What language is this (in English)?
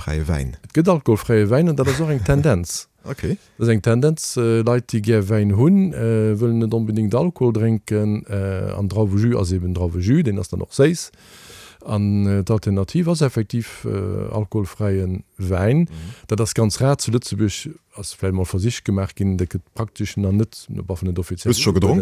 Luxembourgish